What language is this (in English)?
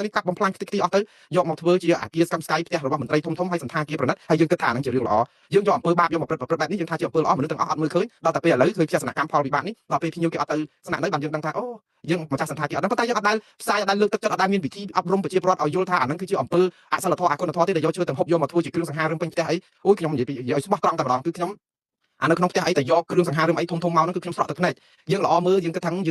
Khmer